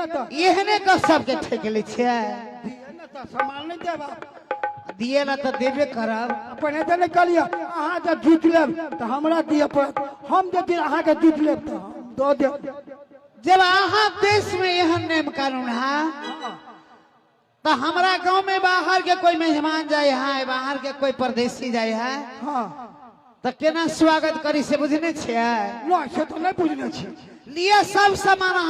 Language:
Maithili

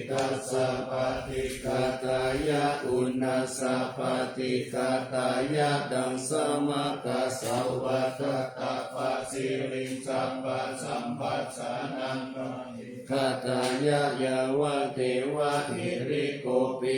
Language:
Pali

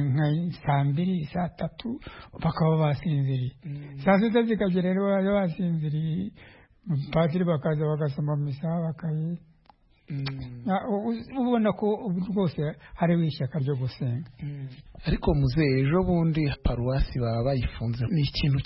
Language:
Kinyarwanda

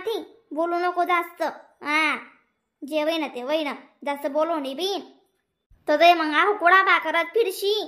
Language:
Khandesi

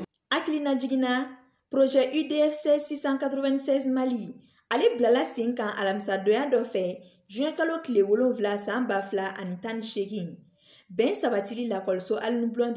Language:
Bambara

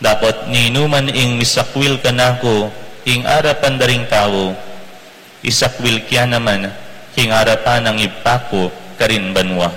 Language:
Pampanga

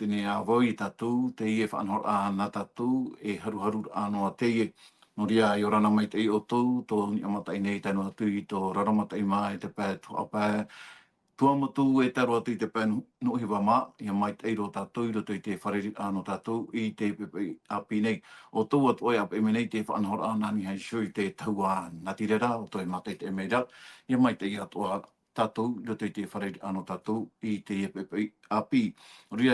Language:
Tahitian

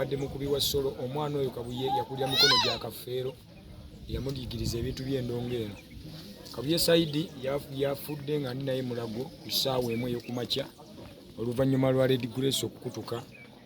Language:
Ganda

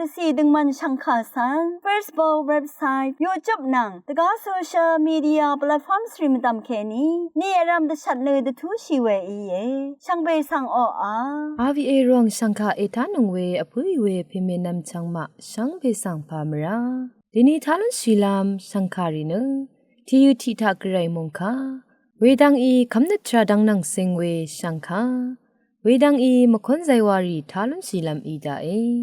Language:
Rawang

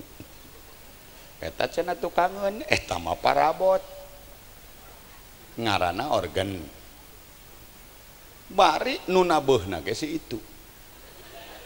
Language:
Sundanese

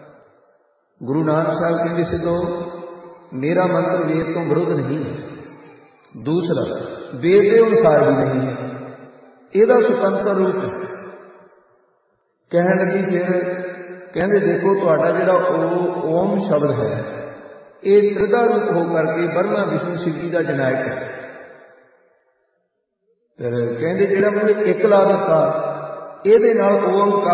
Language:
Punjabi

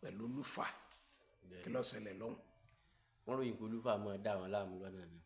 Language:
Yoruba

